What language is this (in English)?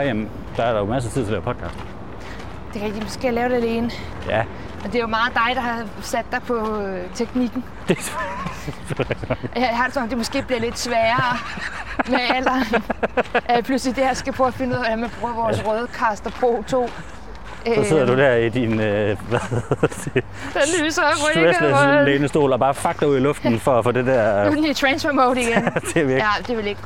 Danish